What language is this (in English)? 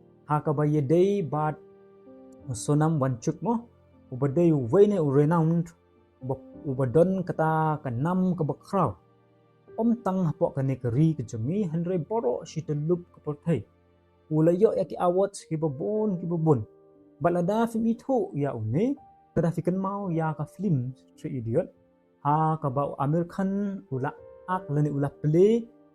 Khasi